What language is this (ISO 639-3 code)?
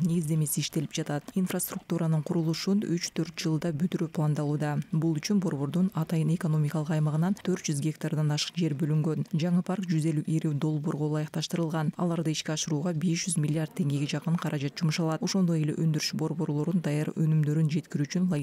kir